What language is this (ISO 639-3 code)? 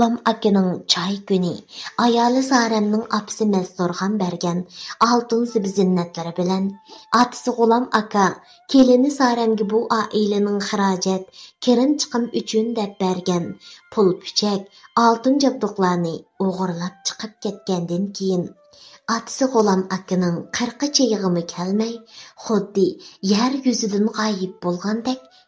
uig